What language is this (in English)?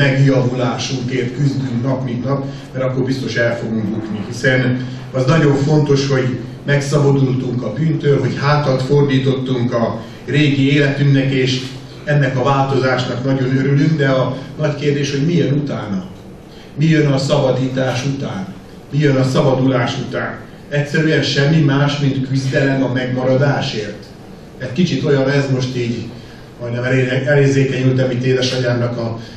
Hungarian